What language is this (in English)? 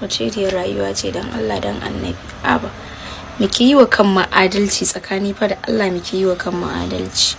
Hausa